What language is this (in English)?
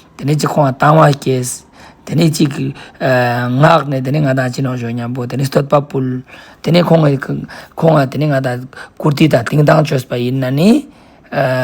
Ladakhi